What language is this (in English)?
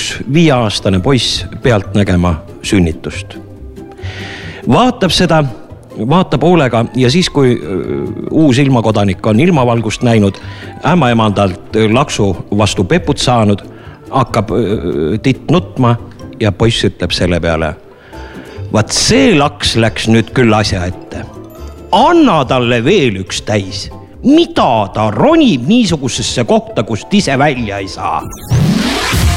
Estonian